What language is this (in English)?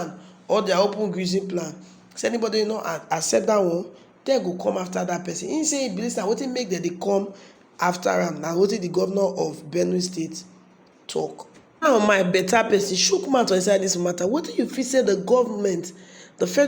Nigerian Pidgin